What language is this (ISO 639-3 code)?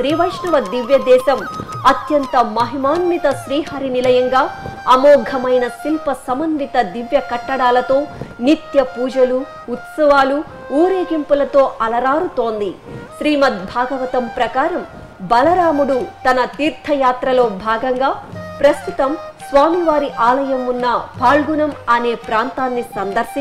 tel